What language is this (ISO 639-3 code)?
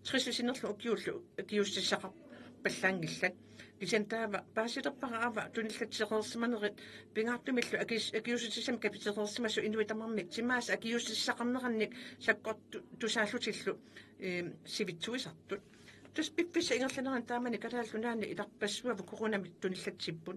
kal